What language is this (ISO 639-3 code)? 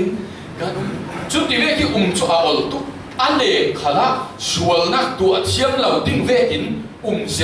cfm